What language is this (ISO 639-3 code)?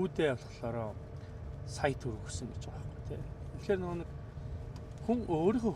mon